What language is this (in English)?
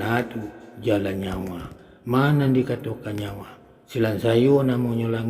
Minangkabau